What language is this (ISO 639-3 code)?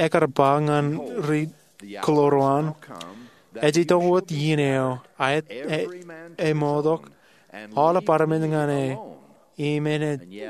mah